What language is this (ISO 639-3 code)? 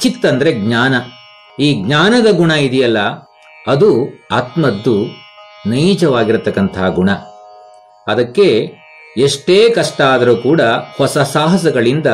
kan